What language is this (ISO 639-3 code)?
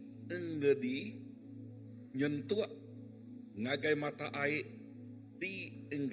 iba